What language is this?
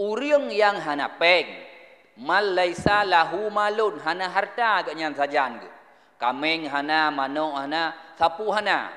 Achinese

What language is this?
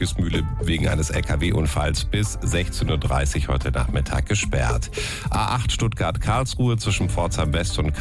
German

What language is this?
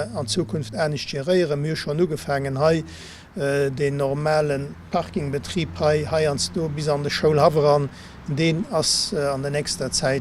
Luxembourgish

